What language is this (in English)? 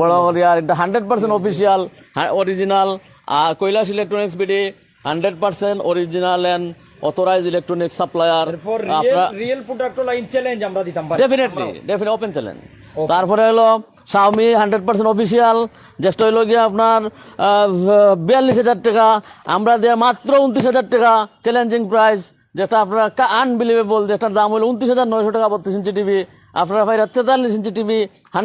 Sylheti